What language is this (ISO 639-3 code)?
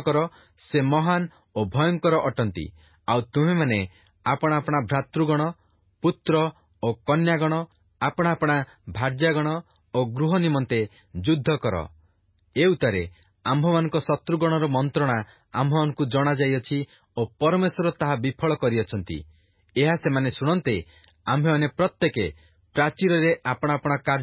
ori